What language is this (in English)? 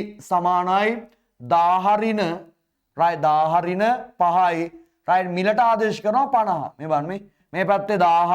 Sinhala